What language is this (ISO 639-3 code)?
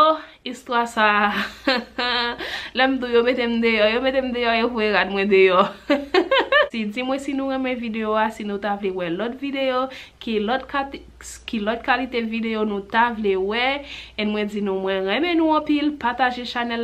hat